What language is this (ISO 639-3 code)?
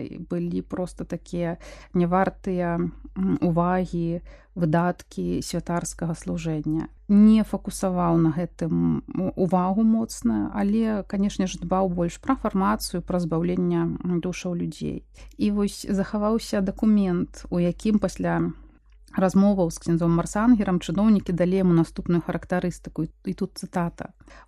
bel